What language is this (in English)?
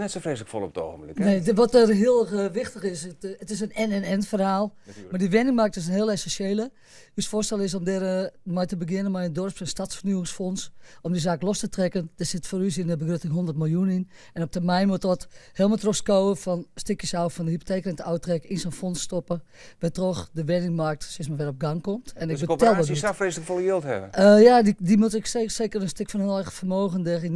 Western Frisian